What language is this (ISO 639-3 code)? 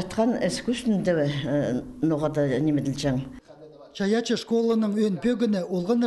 kjh